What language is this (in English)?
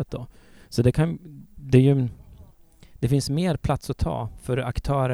Swedish